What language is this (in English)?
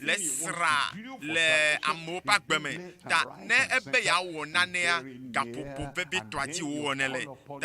Ewe